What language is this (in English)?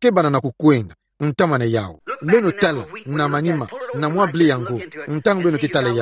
Kituba (Democratic Republic of Congo)